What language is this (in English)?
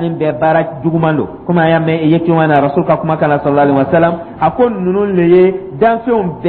Dyula